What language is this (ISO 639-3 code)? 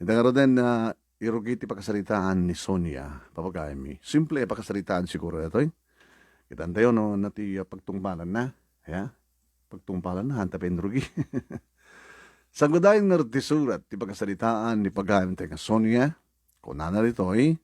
ilo